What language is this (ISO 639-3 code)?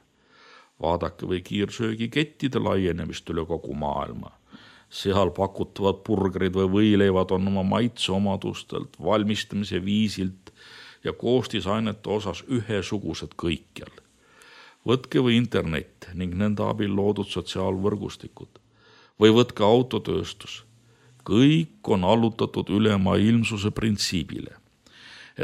est